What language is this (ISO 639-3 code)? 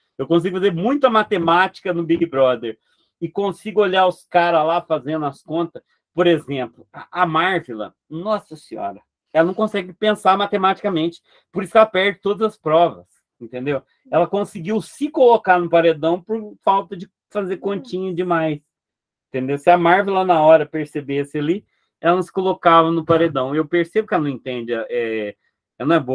por